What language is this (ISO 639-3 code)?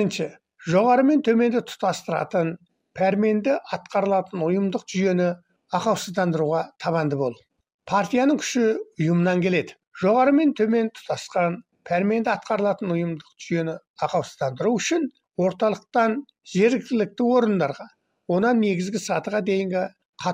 kaz